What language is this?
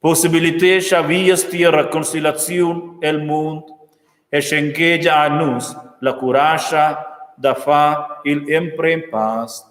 Romansh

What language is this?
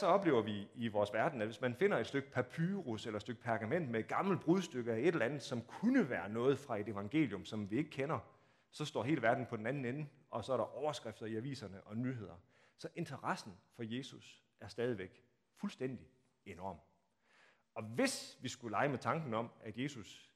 Danish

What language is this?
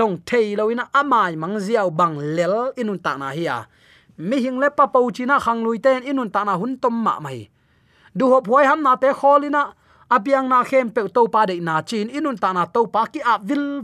Tedim Chin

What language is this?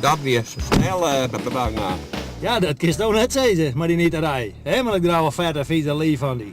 Western Frisian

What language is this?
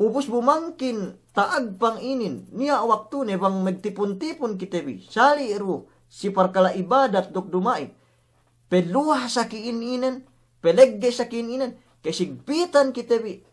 Yakan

